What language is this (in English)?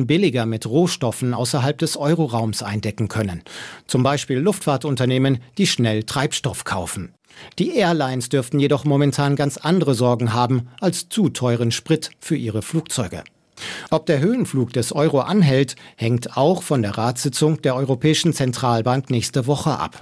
German